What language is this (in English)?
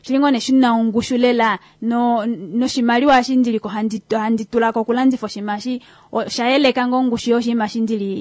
Kuanyama